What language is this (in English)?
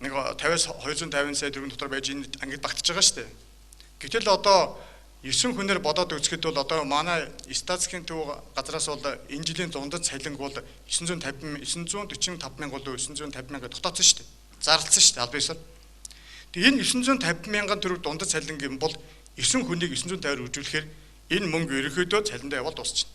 Mongolian